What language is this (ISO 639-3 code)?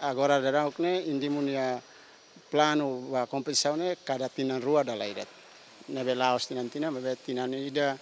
tet